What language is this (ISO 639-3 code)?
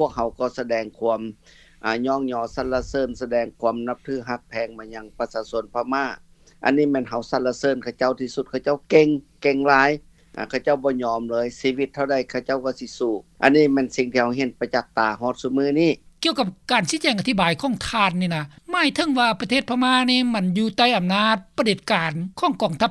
lao